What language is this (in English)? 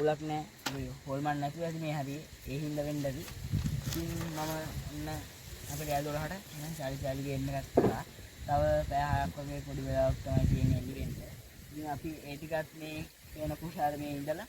Sinhala